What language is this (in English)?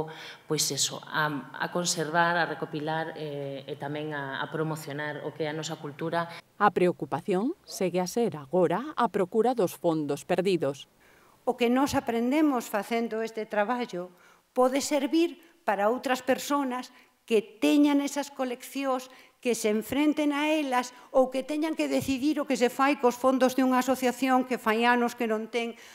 Galician